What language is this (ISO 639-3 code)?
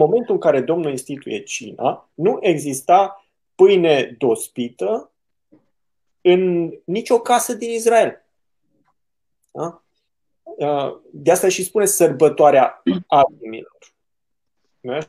ron